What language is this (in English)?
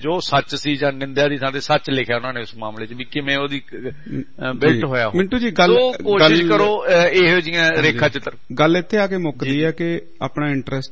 Punjabi